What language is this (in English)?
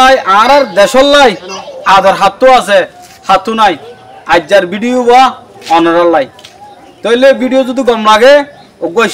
Rohingya